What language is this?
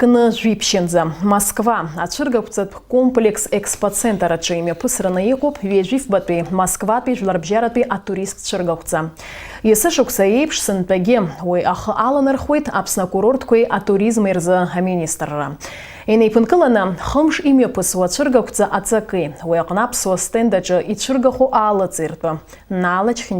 Abkhazian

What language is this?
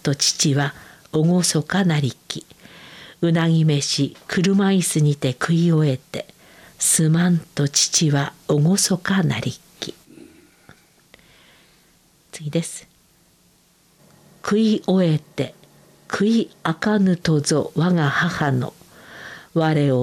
Japanese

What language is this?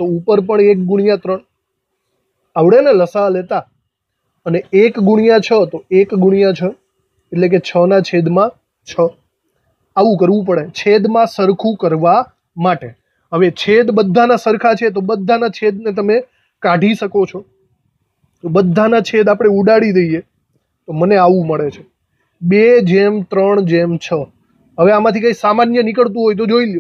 Gujarati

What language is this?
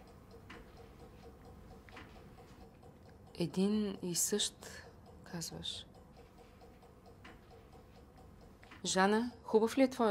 Bulgarian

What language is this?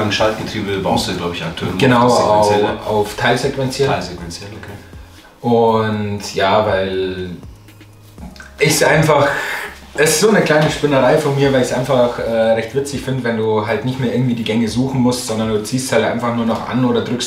German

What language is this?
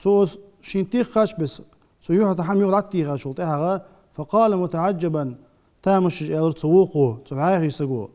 Ingush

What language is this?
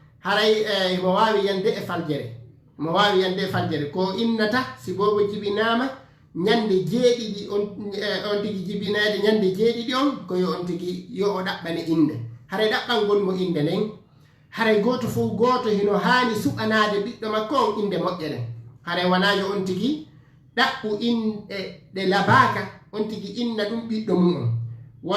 Fula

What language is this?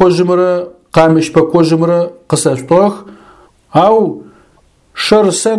Adyghe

